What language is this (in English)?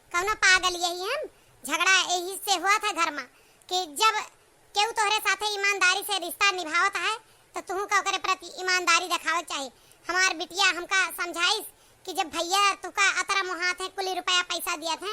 Awadhi